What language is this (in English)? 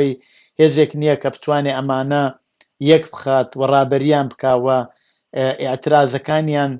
Central Kurdish